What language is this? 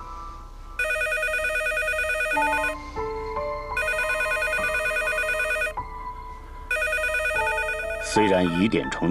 Chinese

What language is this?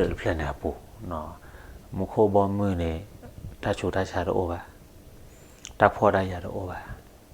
S'gaw Karen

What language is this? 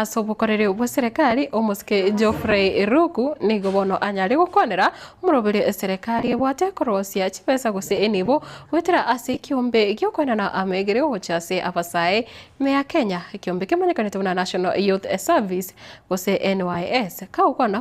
Gusii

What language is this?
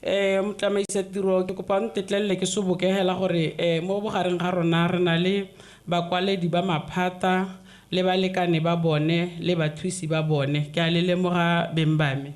Tswana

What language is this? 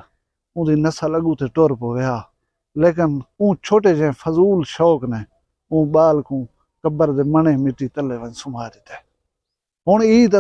Saraiki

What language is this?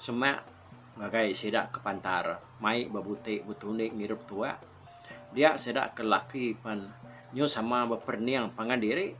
Iban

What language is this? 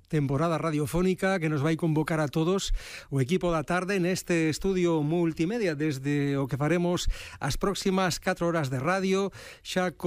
Galician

